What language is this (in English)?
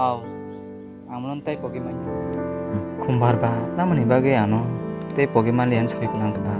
Kok Borok